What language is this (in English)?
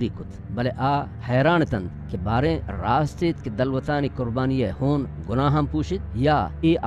Baluchi